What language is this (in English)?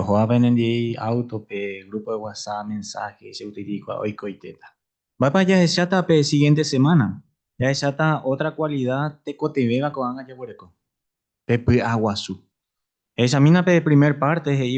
Guarani